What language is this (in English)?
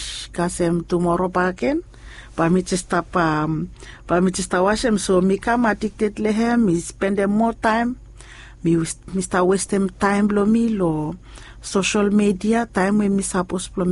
Bislama